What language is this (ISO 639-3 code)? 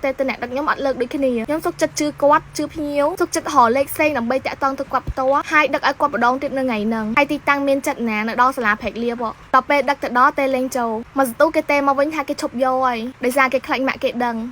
khm